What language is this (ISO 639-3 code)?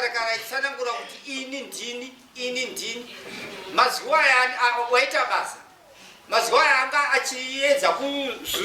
sna